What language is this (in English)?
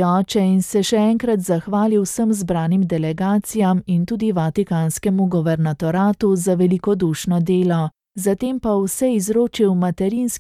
Slovenian